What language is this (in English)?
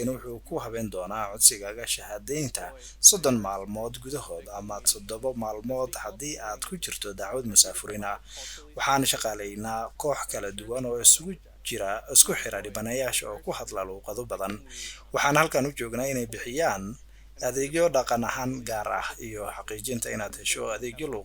Somali